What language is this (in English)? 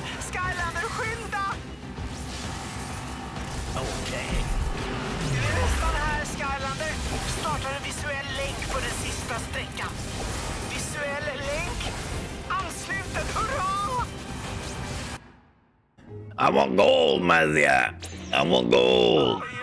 Swedish